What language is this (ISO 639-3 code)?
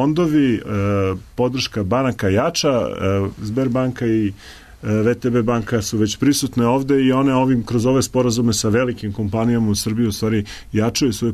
srp